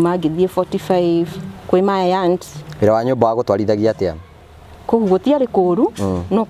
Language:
Kikuyu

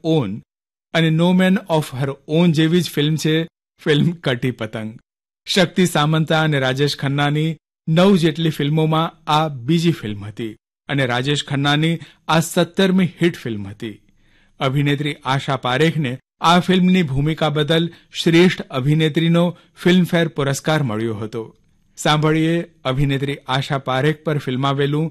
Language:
Gujarati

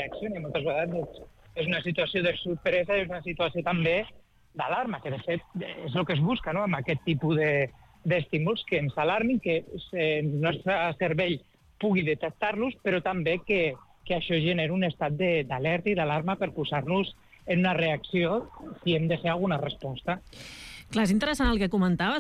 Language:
Catalan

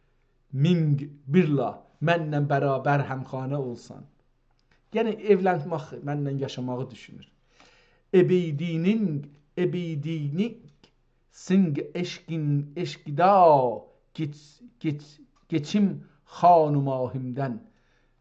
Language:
South Azerbaijani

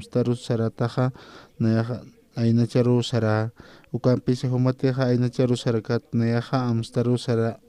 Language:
Aymara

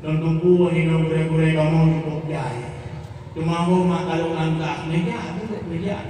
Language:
Achinese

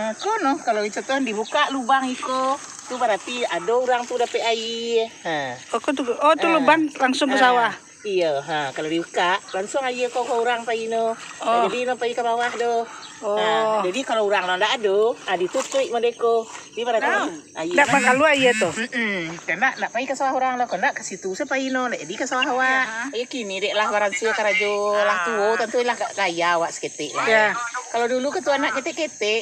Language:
Minangkabau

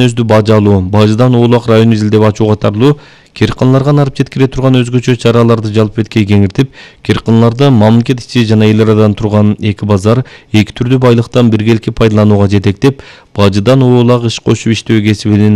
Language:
Kyrgyz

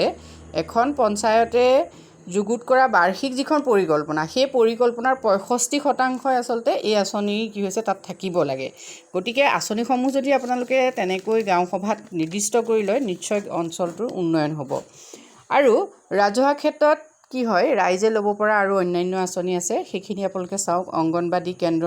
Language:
Assamese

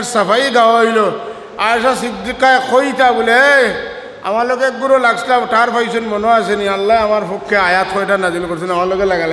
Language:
Sylheti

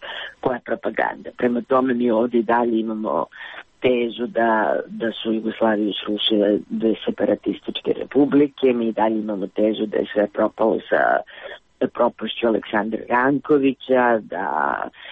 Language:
Serbian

